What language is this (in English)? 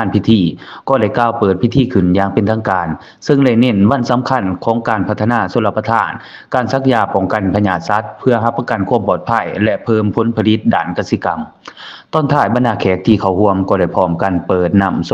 Lao